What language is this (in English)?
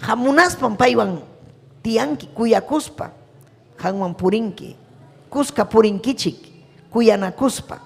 Ayacucho Quechua